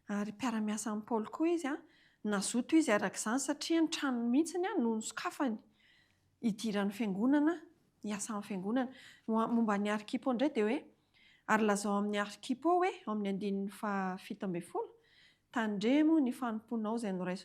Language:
Malagasy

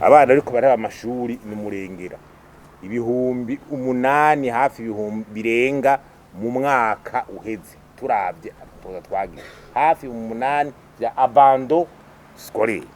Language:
Rundi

